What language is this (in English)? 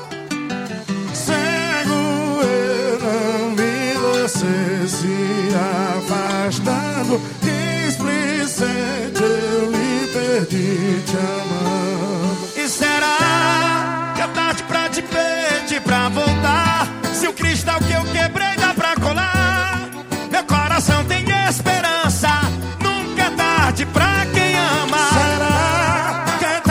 Portuguese